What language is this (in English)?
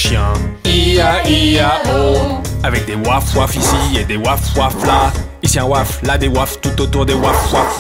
French